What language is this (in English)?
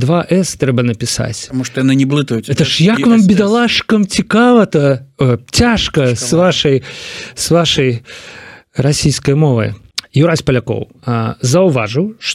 Belarusian